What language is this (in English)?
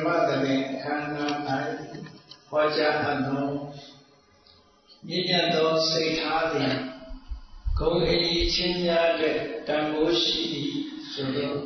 Burmese